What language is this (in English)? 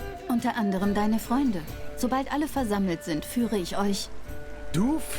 Swiss German